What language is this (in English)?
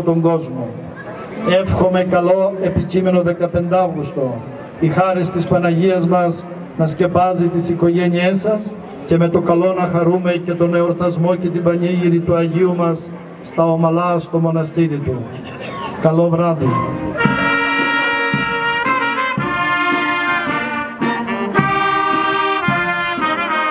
Greek